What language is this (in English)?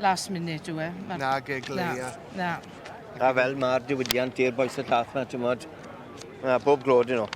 Welsh